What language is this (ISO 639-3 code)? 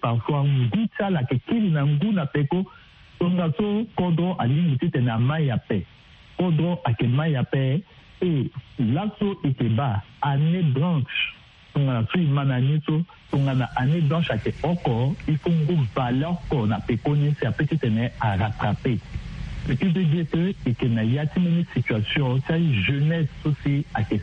sag